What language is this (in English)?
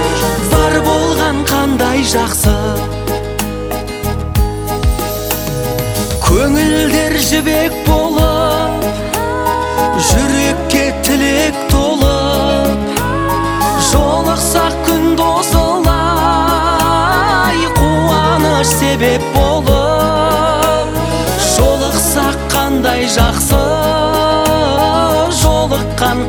Kazakh